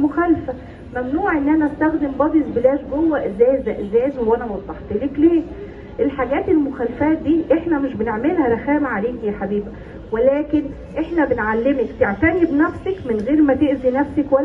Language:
Egyptian Arabic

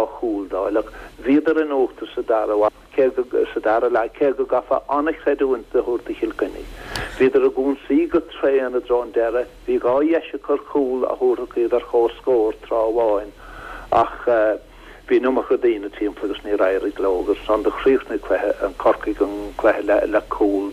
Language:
Irish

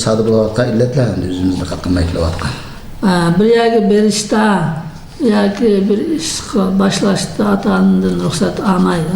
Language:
Uyghur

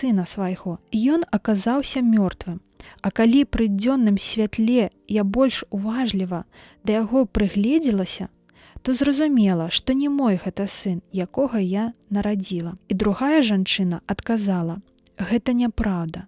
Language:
Belarusian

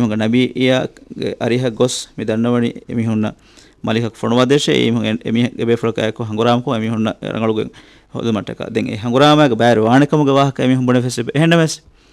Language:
Divehi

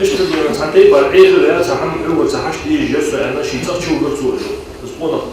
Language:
Ingush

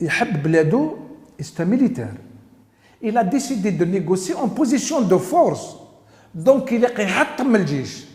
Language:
Algerian Arabic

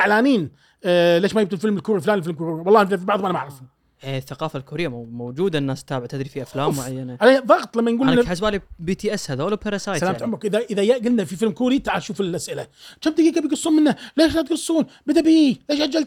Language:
Gulf Arabic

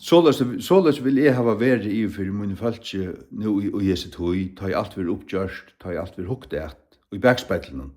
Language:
Faroese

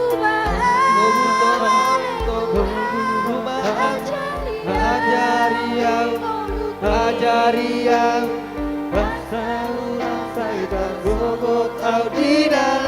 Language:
Batak Toba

